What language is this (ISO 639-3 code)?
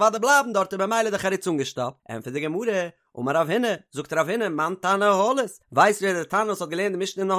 yid